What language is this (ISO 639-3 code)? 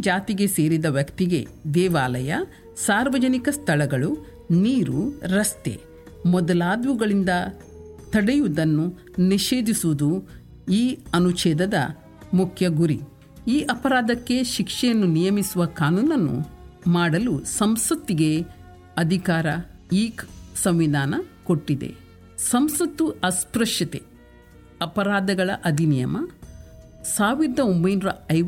kan